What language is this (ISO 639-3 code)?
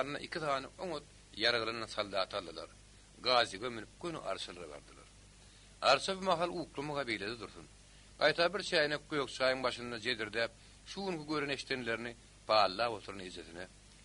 tuk